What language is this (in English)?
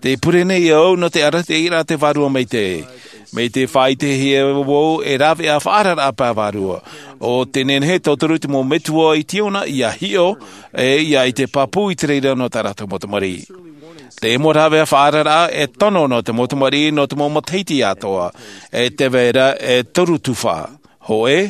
Tahitian